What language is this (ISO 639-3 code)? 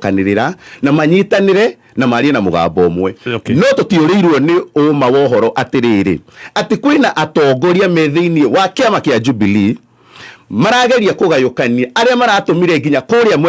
kik